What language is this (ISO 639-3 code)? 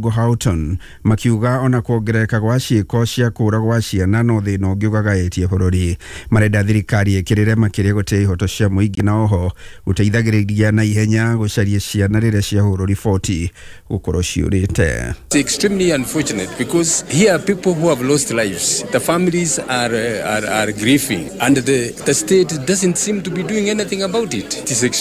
kik